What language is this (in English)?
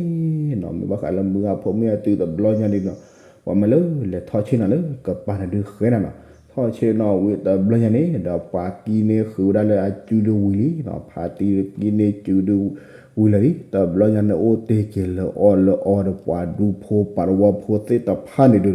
S'gaw Karen